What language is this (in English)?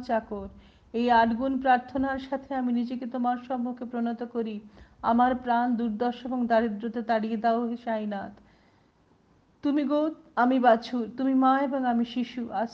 Bangla